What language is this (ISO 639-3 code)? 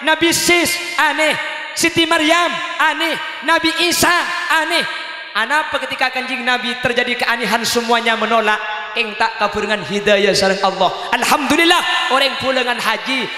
mad